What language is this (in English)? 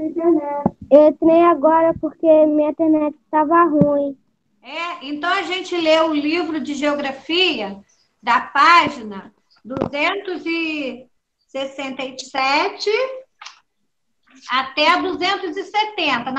Portuguese